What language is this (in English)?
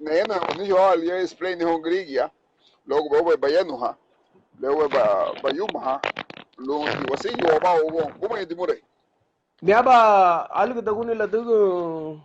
Garifuna